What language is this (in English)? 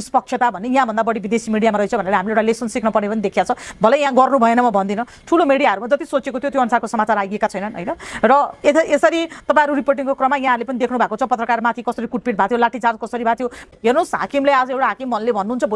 Nepali